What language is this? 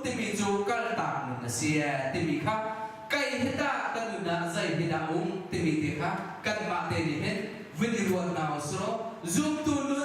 Hakha Chin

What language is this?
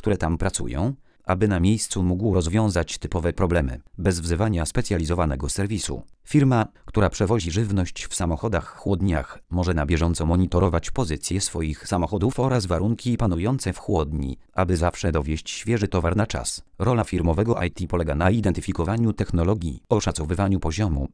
Polish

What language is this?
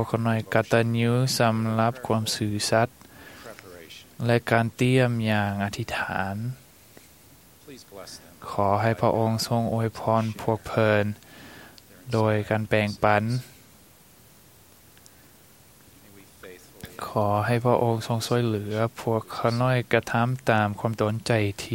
Thai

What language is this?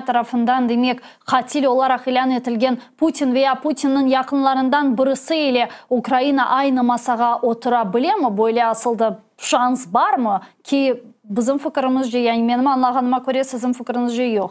Crimean Tatar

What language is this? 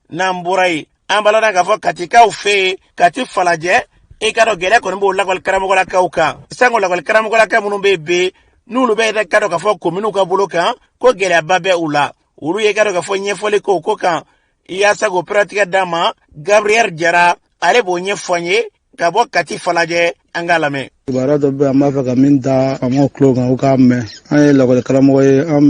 Bambara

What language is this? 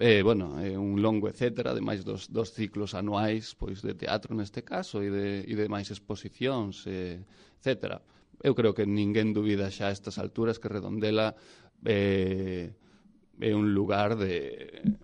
Galician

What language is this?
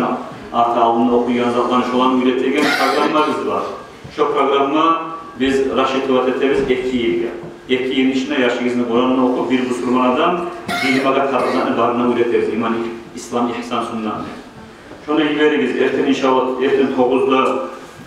Kumyk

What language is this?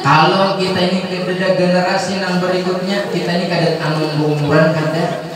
Banjar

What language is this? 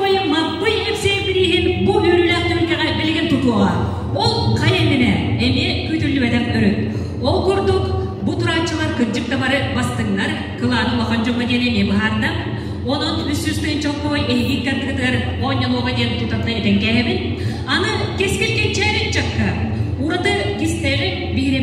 Yakut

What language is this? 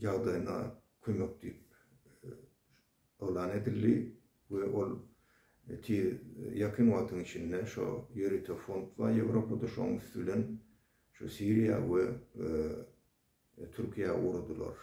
Turkmen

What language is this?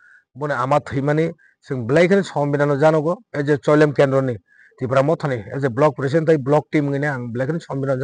Kok Borok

